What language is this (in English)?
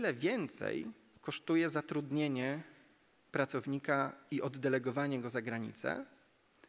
Polish